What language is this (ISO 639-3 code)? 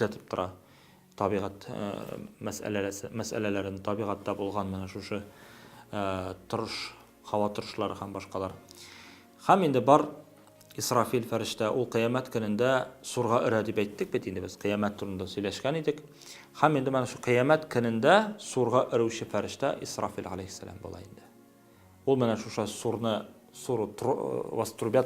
tat